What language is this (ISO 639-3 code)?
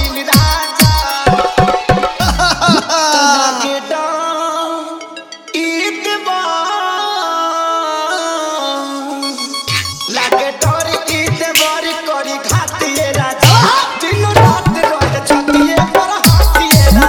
bho